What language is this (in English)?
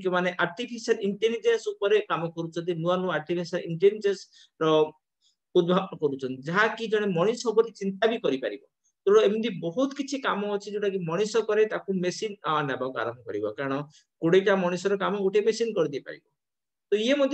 Odia